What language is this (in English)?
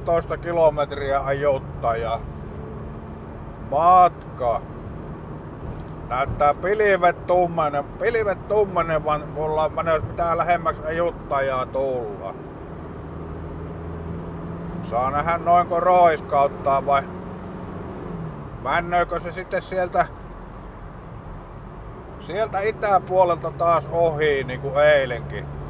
Finnish